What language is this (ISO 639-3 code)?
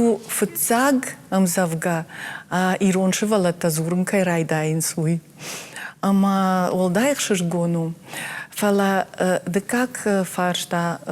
oss